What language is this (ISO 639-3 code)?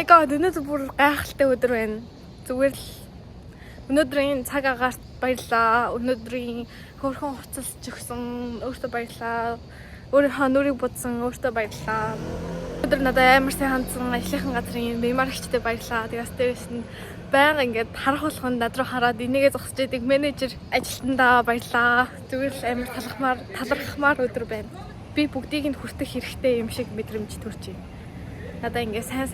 mon